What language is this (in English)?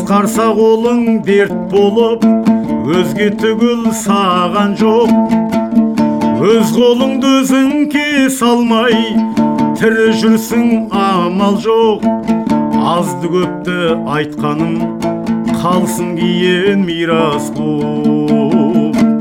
Kazakh